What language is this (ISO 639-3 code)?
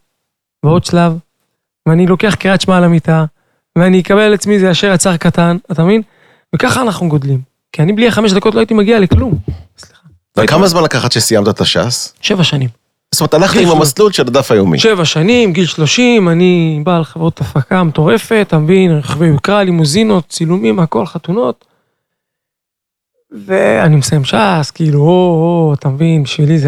heb